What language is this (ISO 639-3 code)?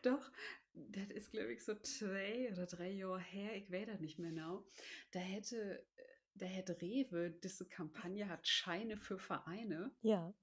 nds